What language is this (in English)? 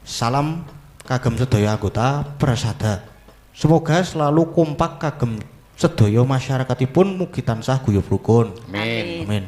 Javanese